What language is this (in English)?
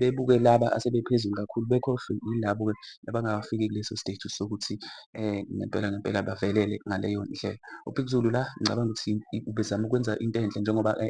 Zulu